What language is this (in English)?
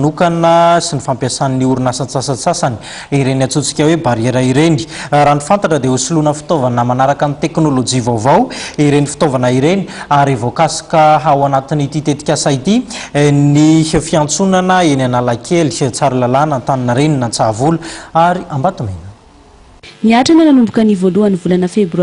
Malagasy